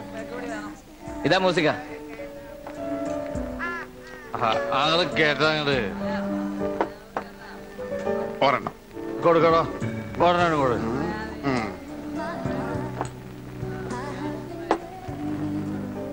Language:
Malayalam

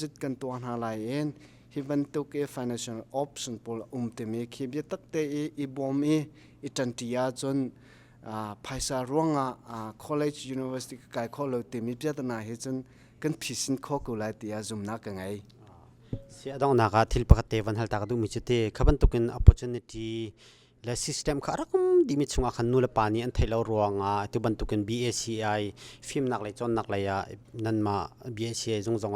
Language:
Hakha Chin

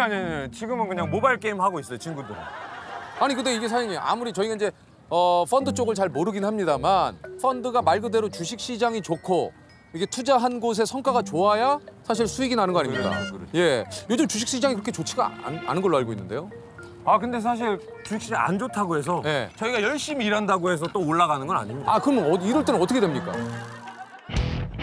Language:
Korean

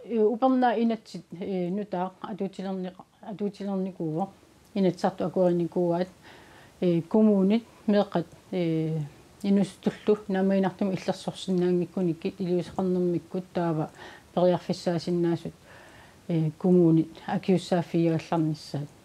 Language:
Kalaallisut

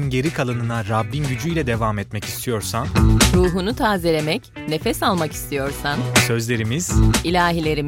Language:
Turkish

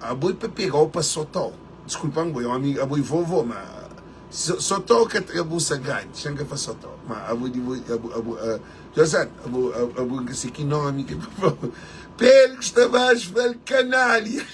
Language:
Kabuverdianu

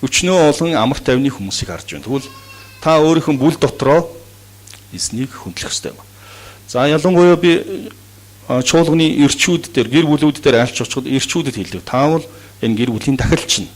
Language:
Mongolian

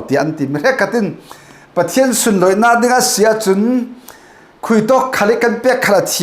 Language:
Falam Chin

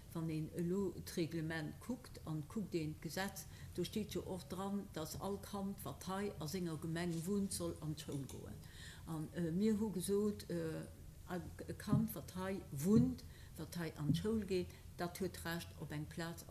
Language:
Luxembourgish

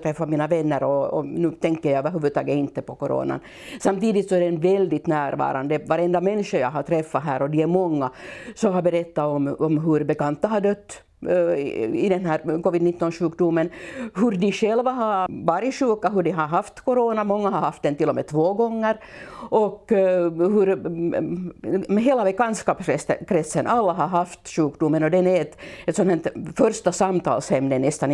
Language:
Swedish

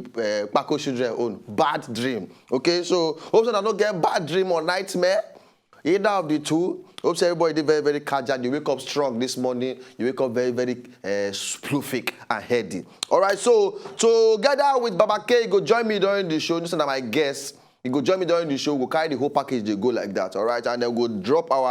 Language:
Nigerian Pidgin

